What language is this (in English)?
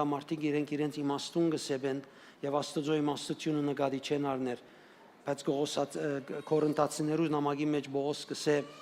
Western Armenian